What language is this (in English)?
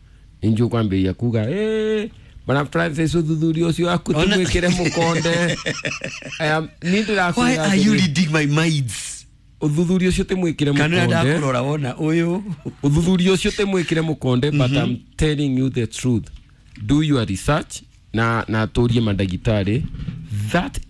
Kikuyu